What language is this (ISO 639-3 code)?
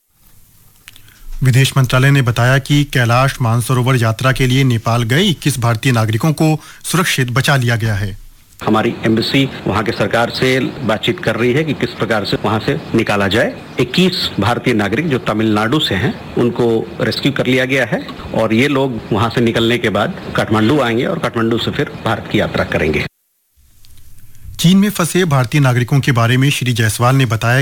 hin